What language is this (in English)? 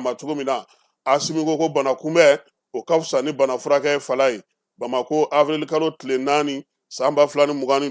Bambara